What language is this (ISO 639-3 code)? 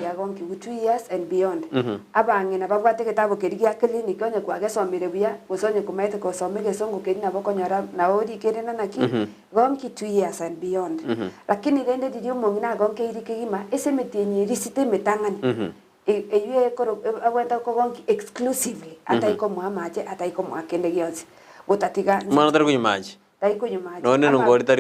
guz